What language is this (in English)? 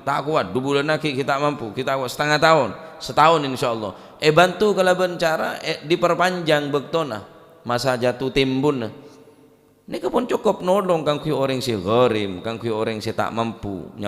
Madurese